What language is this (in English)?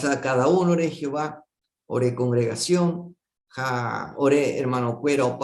Guarani